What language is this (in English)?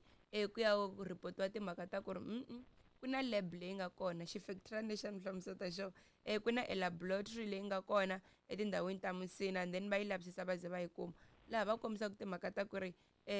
Tsonga